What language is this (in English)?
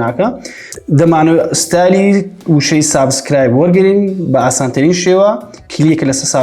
Central Kurdish